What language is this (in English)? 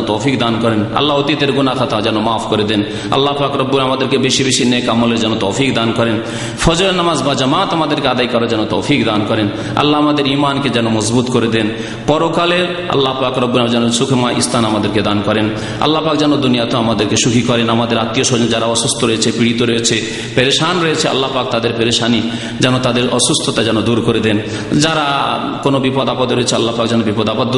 Bangla